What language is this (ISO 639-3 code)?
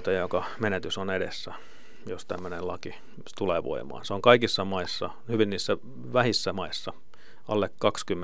fin